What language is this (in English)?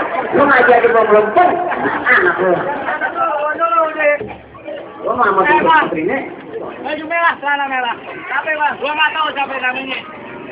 Betawi